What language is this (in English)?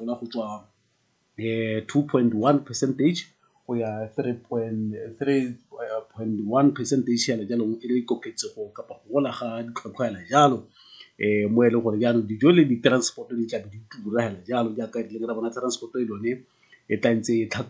Tswana